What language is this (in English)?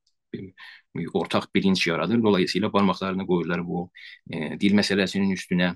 South Azerbaijani